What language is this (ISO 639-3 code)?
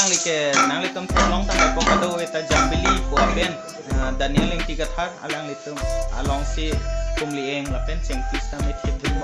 mjw